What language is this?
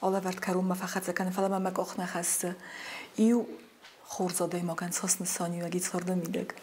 Ossetic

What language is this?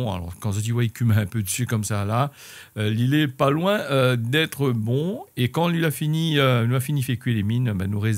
Réunion Creole French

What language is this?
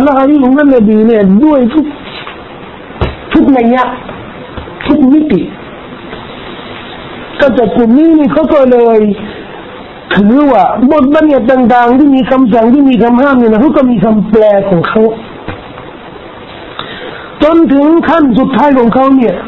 Thai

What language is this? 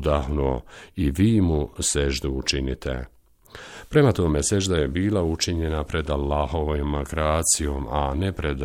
Bosnian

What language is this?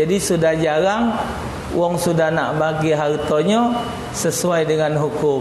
Musi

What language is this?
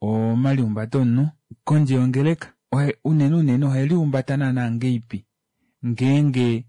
Kuanyama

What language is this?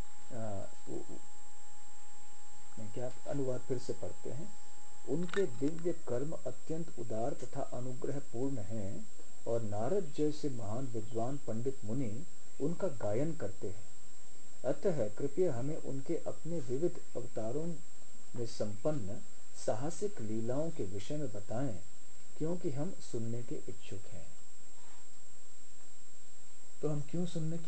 Hindi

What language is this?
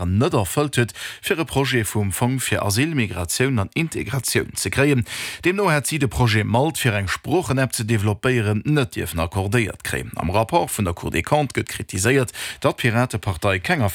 Luxembourgish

